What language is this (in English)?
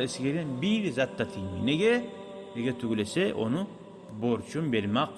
Kumyk